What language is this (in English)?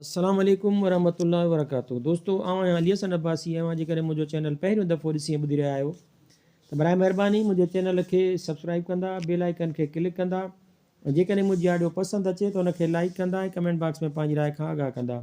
Sindhi